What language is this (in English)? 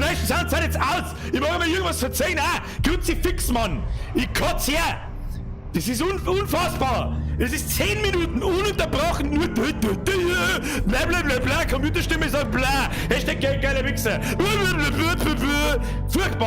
Bavarian